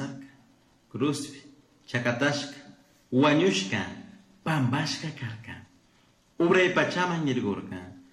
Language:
Chimborazo Highland Quichua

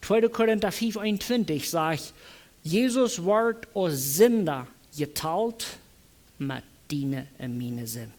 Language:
Plautdietsch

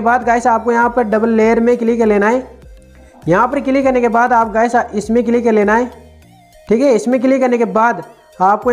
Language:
Hindi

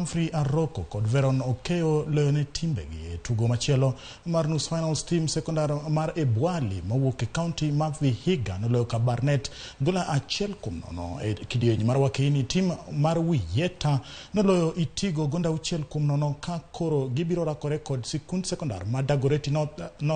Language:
Luo (Kenya and Tanzania)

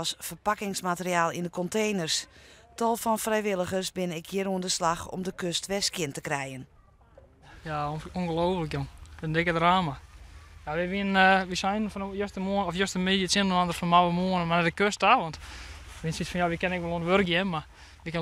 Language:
Western Frisian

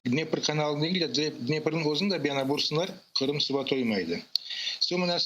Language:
Crimean Tatar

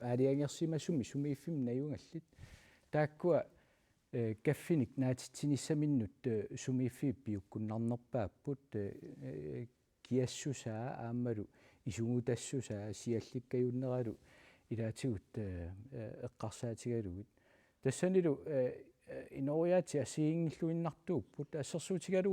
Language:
Kalaallisut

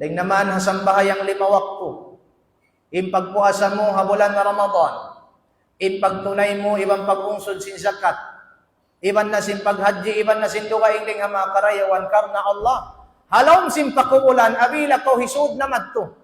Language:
Tausug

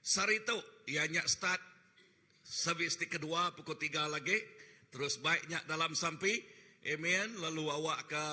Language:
Iban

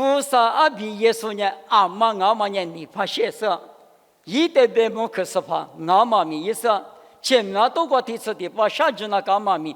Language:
Lisu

